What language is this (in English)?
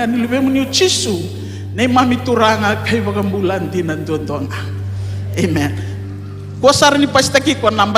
Fijian